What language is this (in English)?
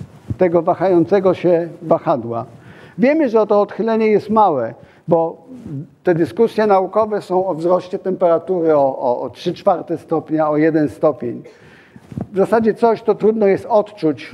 Polish